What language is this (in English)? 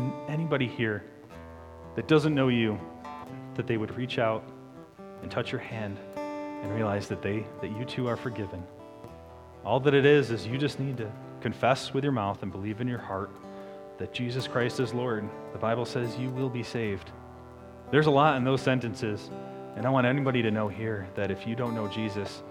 English